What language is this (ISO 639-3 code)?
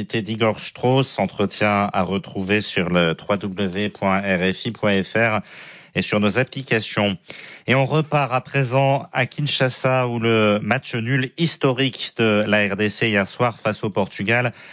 fra